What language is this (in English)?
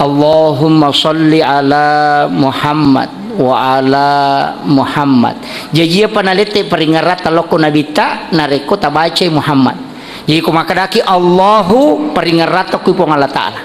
Buginese